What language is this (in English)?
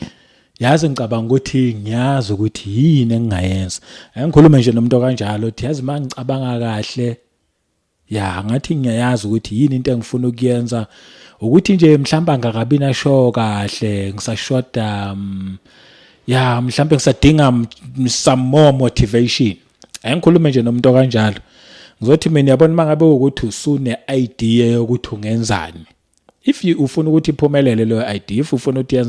Zulu